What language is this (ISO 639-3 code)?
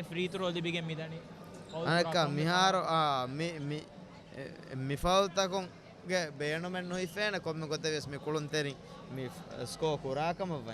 div